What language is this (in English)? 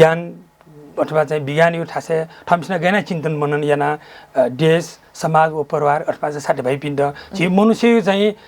Newari